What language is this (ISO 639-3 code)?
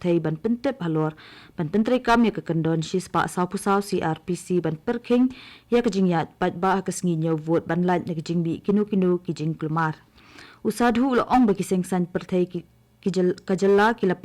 kha